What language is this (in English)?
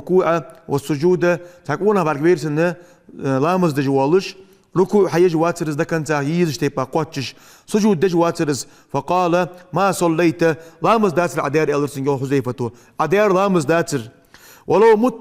Ingush